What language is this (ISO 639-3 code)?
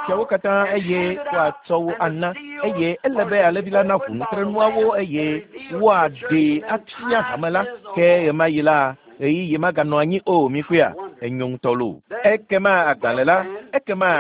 ewe